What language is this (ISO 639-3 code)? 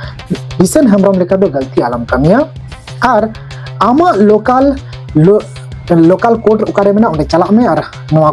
sat